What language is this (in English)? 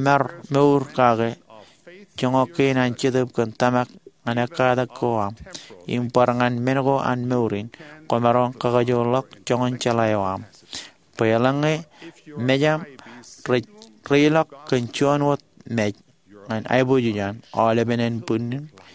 Marshallese